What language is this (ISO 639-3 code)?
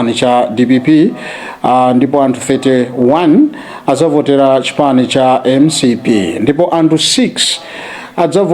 nya